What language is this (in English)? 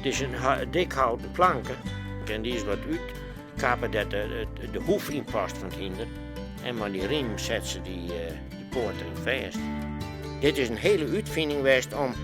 Western Frisian